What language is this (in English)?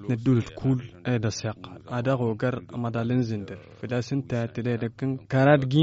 Tamasheq